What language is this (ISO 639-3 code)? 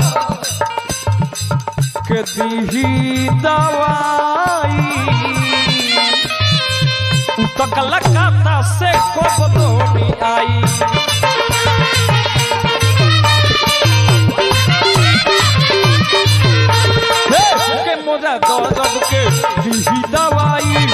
bho